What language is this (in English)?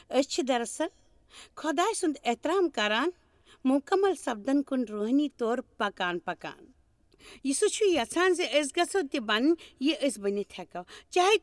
Kashmiri